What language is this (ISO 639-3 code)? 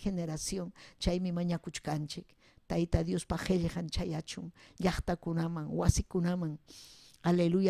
quy